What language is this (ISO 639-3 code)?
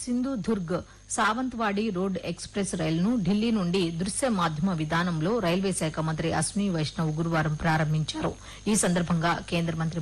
tel